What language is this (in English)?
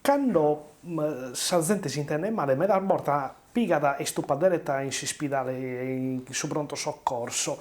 Sardinian